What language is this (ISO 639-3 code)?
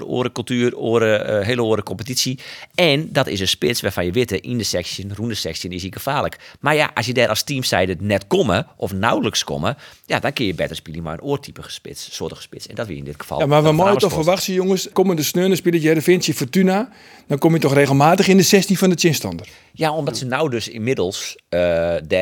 fry